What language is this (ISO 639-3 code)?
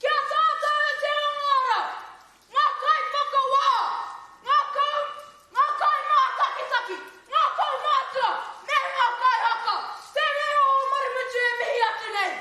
mri